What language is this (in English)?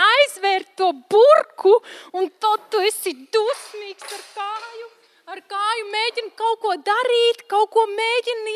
Latvian